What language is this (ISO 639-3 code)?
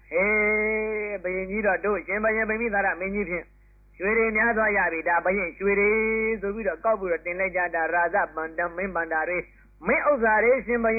mya